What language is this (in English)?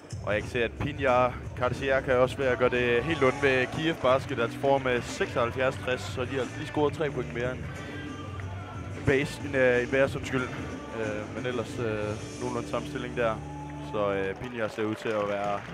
Danish